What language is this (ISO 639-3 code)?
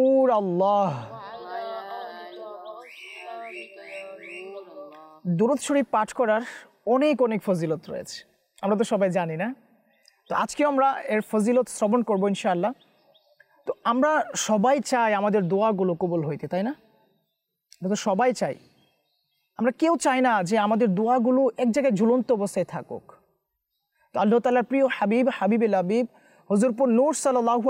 ben